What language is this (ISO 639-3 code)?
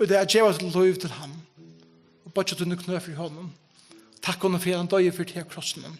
fao